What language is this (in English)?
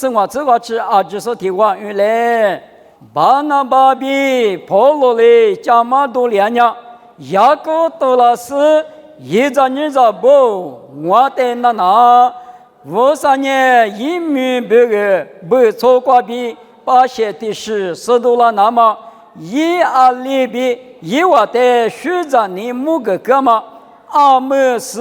Lisu